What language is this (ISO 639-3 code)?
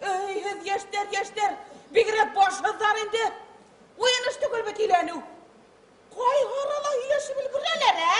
tat